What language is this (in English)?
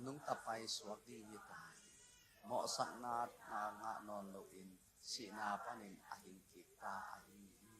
Tedim Chin